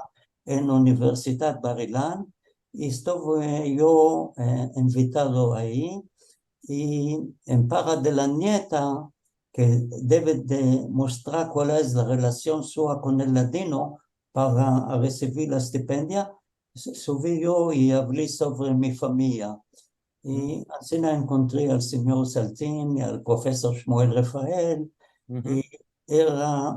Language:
Ladino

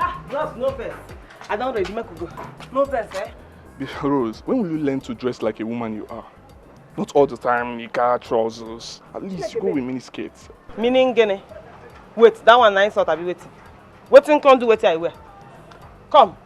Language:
Nigerian Pidgin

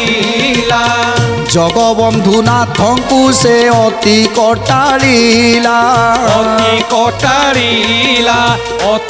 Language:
Odia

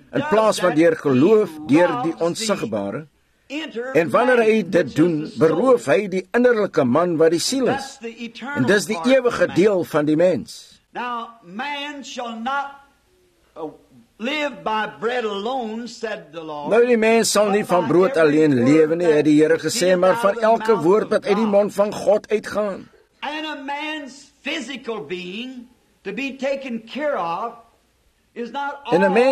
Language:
Afrikaans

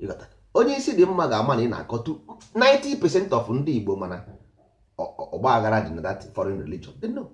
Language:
Igbo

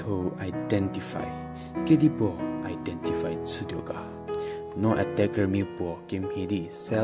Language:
Angami Naga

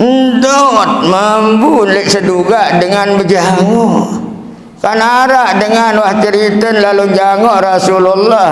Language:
Sasak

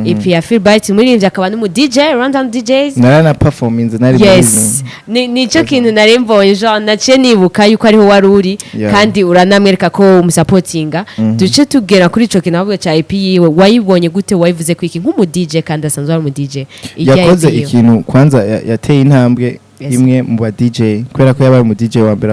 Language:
Rundi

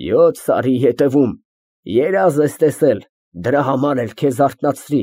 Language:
Armenian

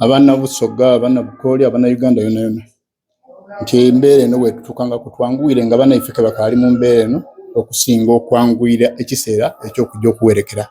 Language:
Soga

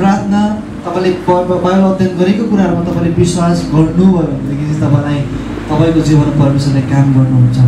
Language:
Nepali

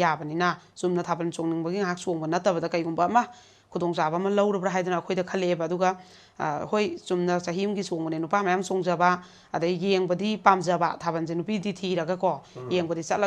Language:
Manipuri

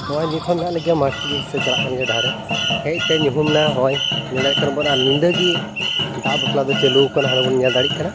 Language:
Santali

